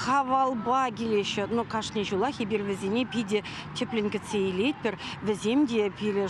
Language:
Chuvash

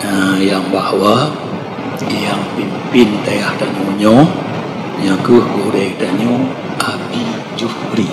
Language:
Achinese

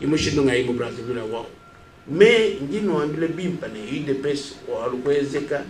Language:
Luba-Lulua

